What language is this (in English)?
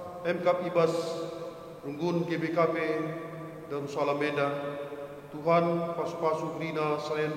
Batak Karo